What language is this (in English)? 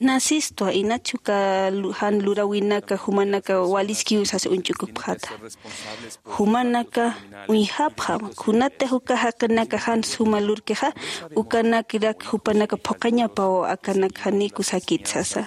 Aymara